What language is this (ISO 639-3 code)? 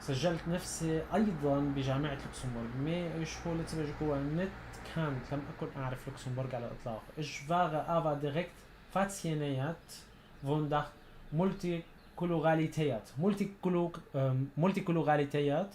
apc